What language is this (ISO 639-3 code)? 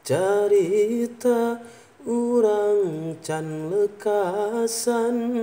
sun